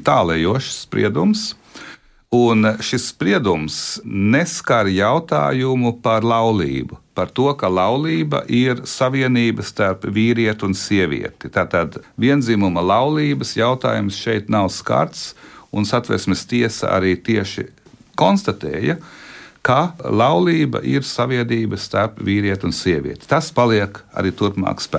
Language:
Latvian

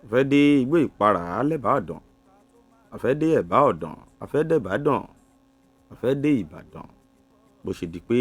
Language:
Yoruba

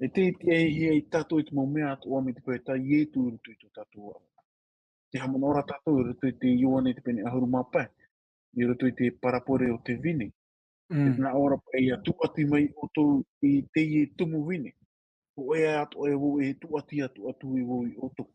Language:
Tahitian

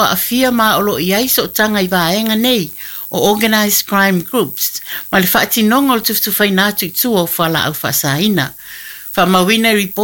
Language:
Samoan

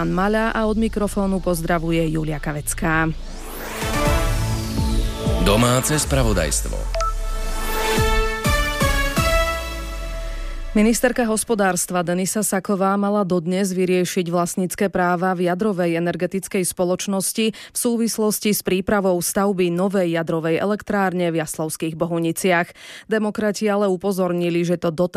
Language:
Slovak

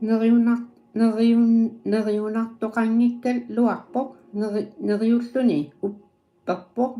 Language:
Kalaallisut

